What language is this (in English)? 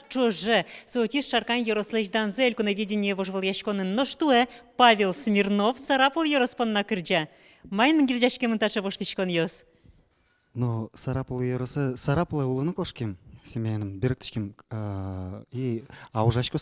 Udmurt